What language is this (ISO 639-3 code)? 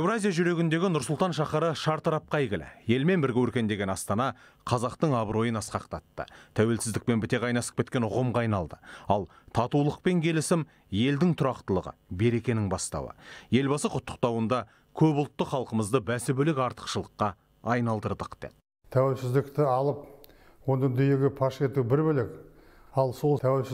kaz